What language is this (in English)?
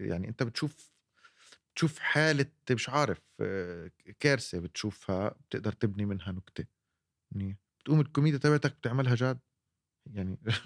North Levantine Arabic